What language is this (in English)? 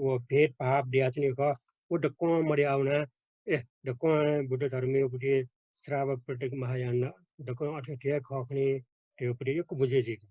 Newari